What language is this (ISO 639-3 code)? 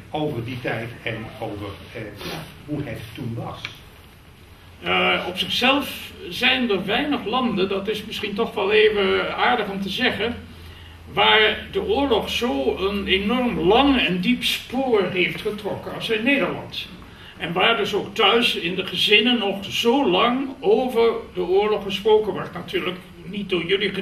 nld